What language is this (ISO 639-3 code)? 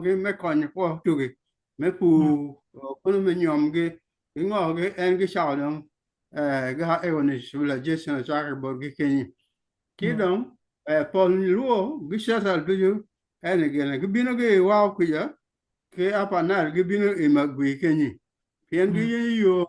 ach